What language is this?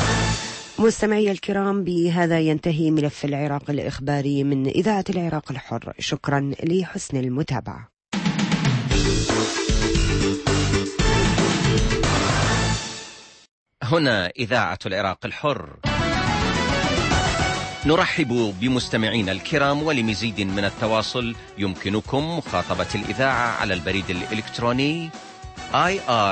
Arabic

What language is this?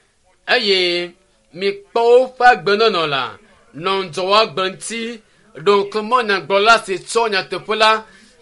Ewe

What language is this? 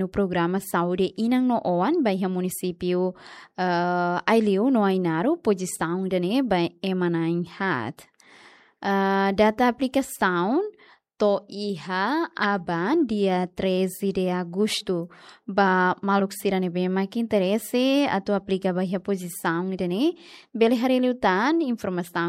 Tetum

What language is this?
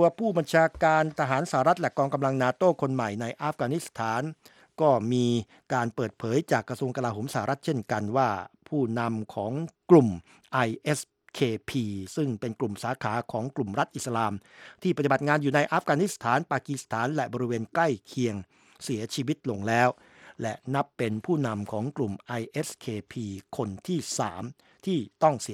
Thai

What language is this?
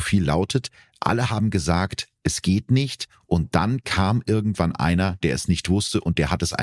German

